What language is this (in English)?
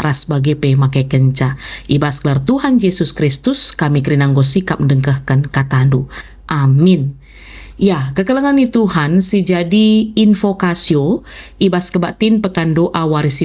Batak Karo